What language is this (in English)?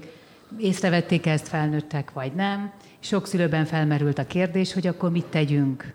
Hungarian